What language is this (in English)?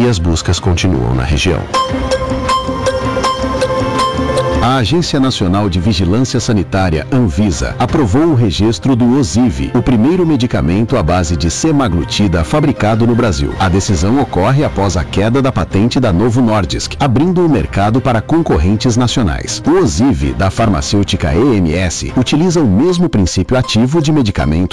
Portuguese